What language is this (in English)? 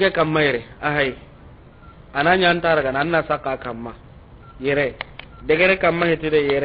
Soninke